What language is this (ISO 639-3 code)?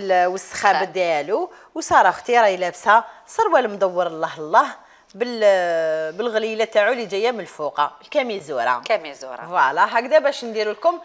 arq